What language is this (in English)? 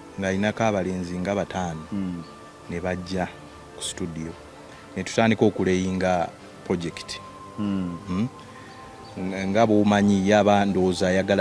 Ganda